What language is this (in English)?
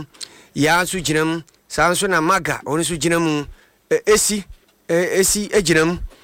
Akan